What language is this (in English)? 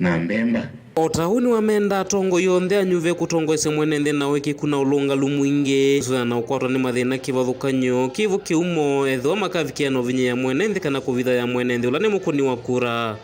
Kamba